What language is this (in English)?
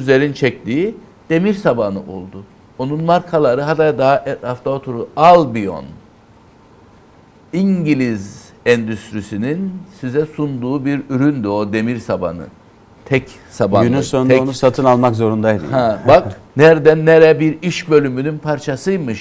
Turkish